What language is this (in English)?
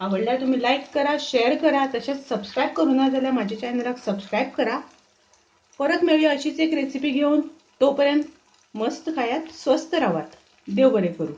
Konkani